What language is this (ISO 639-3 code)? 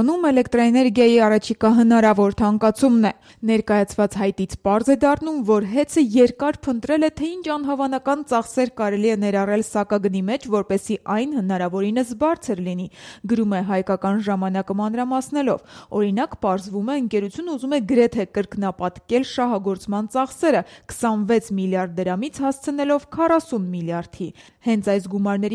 hye